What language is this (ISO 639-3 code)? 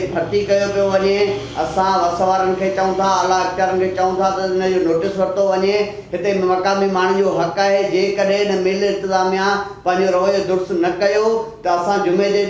snd